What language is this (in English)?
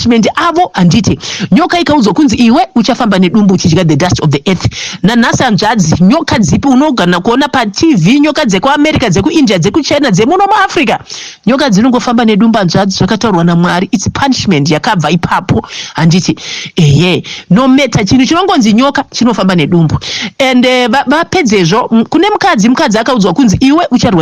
Shona